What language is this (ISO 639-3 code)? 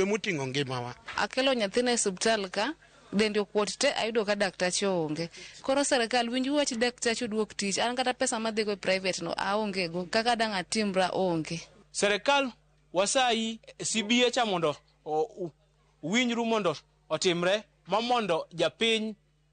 luo